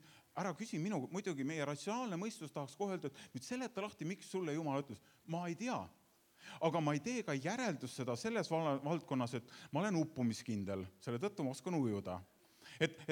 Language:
Estonian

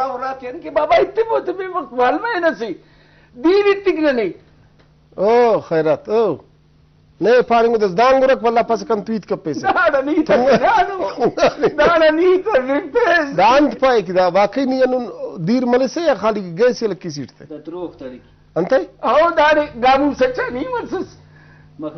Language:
Brahui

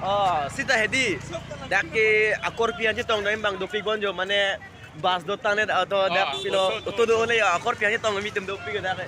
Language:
Karbi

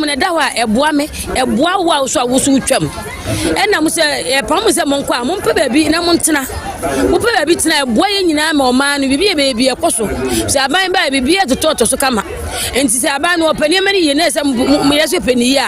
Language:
Akan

